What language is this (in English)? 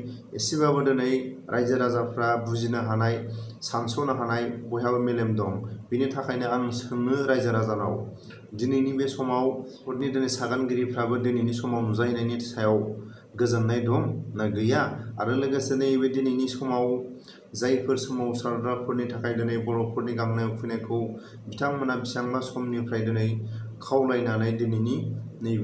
Bodo